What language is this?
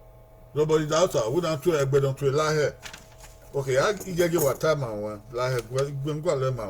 Bini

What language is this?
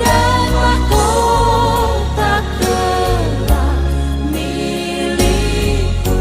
Batak Simalungun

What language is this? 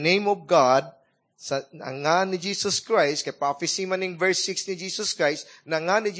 Cebuano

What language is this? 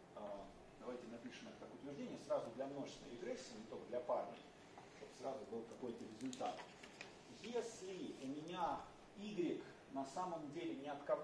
Russian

